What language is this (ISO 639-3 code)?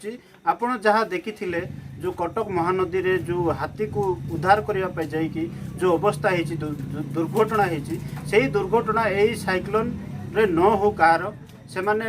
ori